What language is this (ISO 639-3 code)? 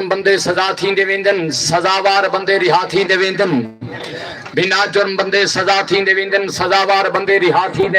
skr